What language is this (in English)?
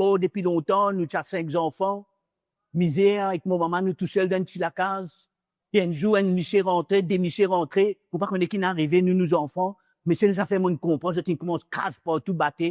Morisyen